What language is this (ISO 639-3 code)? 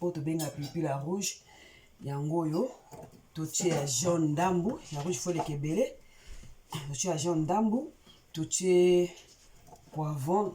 lin